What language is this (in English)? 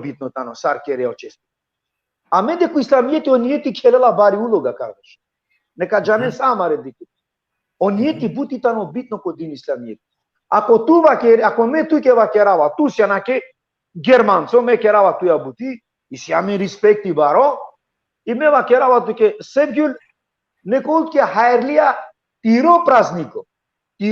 Balkan Romani